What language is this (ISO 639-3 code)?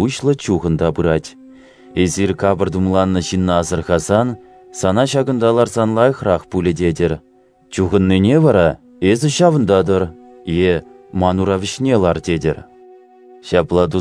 chv